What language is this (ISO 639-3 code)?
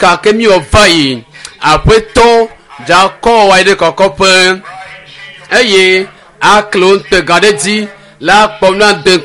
ewe